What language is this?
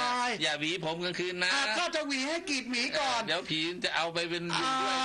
Thai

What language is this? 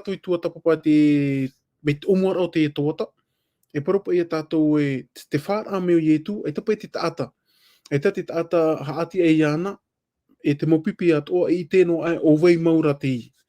Tahitian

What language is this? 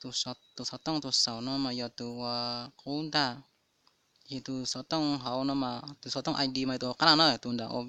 Hmong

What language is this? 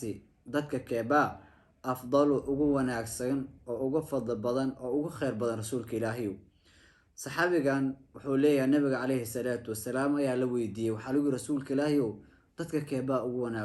Somali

